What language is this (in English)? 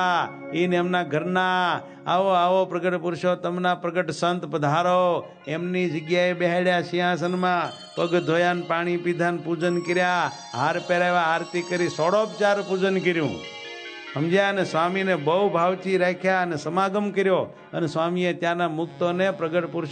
Gujarati